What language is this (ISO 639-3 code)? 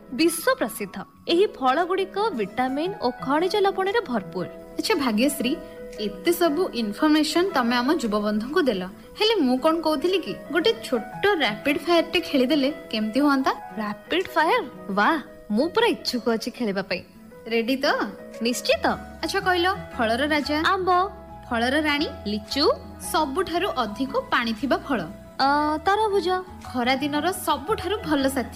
ori